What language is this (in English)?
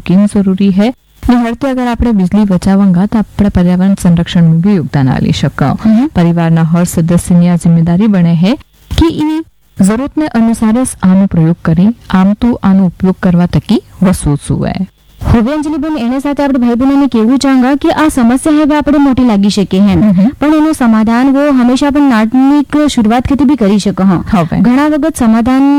Gujarati